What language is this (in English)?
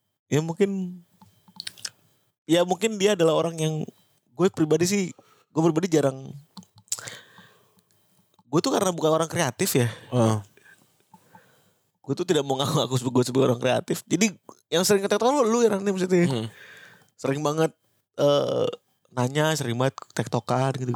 Indonesian